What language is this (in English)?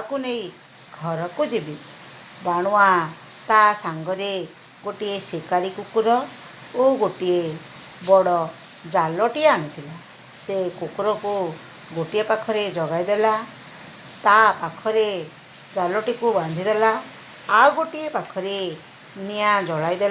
Odia